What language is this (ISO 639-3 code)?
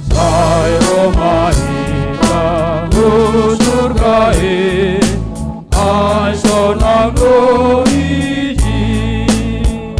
bts